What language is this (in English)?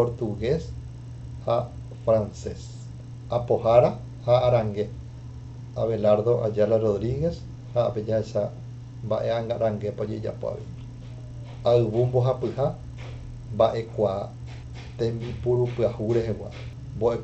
Guarani